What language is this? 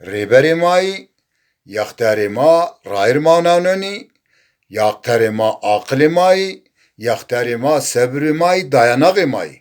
Zaza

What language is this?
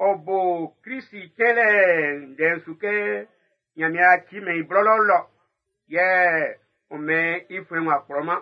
Baoulé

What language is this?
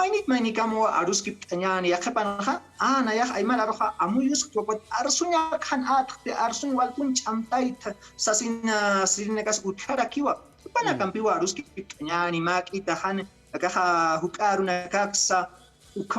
Aymara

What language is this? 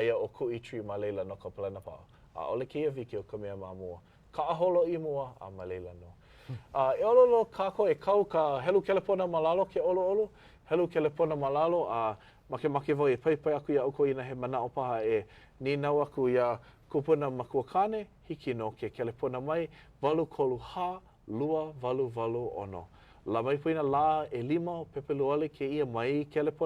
Hawaiian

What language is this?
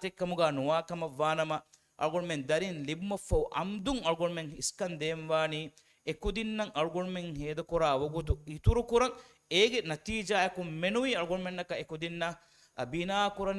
Divehi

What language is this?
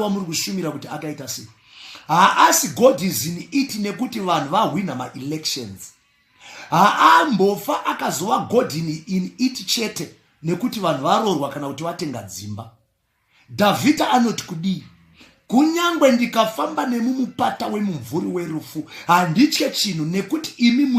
Shona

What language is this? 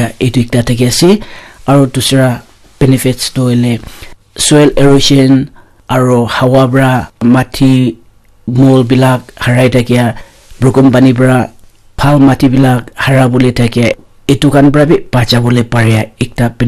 Naga Pidgin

